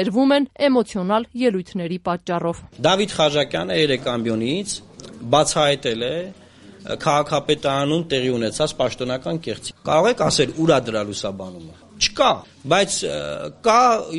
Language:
Armenian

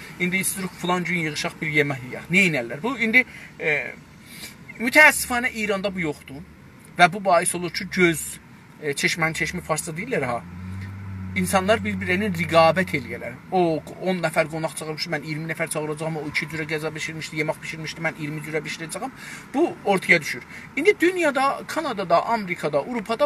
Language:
South Azerbaijani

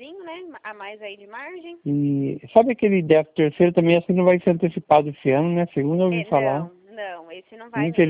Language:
Portuguese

